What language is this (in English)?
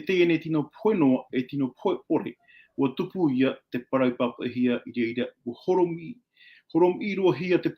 Tahitian